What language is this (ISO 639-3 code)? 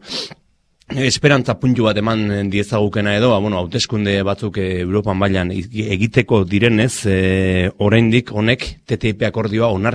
eus